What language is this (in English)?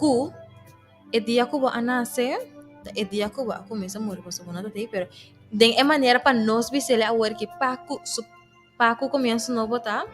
Papiamento